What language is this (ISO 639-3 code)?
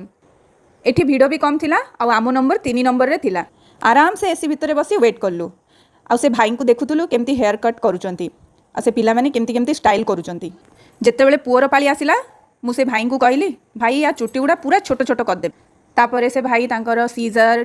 ori